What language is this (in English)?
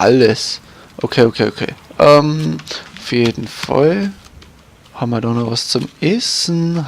Bavarian